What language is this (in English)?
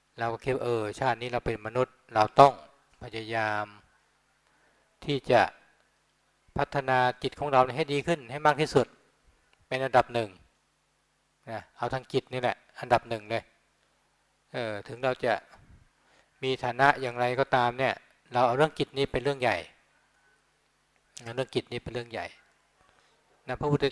Thai